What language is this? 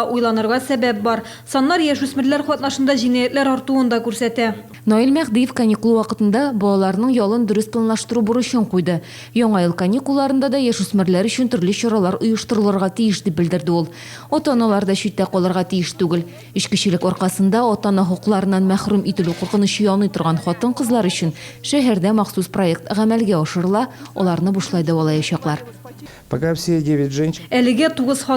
Tatar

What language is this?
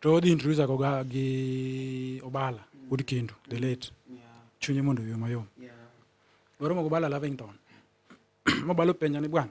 Luo (Kenya and Tanzania)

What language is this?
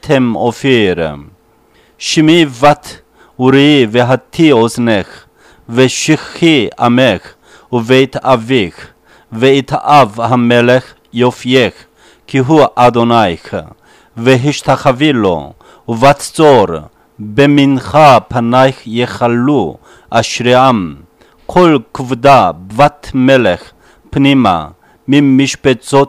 Hebrew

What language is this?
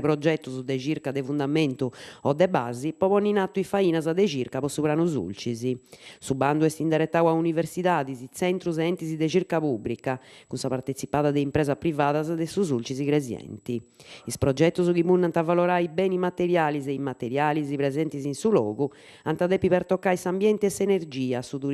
Sardinian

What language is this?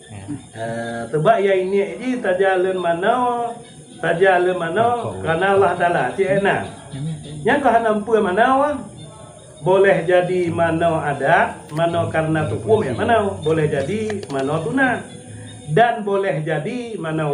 Achinese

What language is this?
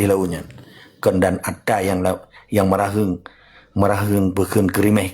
Achinese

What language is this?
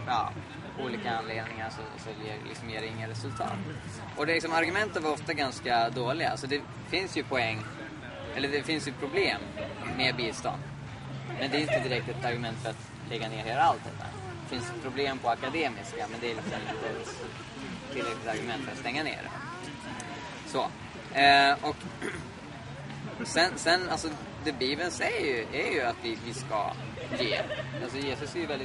Swedish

